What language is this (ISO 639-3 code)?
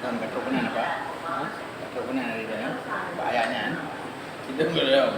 ace